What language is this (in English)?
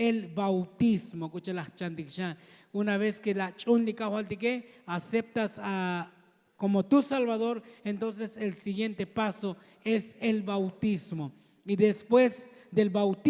Tzotzil